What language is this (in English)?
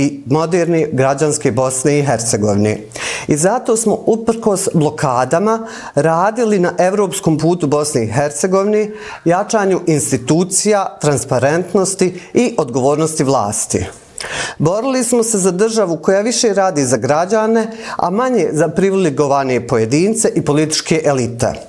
Bosnian